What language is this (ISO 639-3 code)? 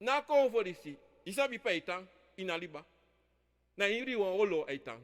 srn